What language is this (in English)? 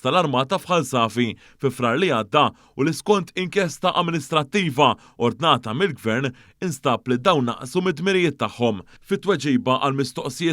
Maltese